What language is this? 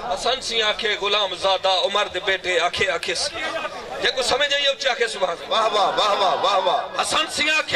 Saraiki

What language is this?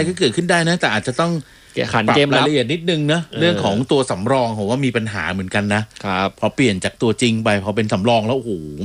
Thai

